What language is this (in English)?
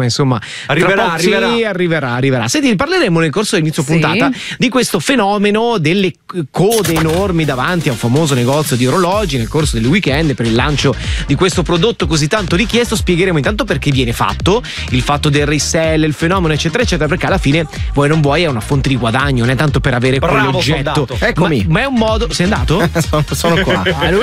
Italian